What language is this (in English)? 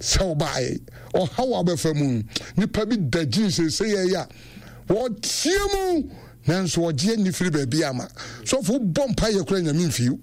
Akan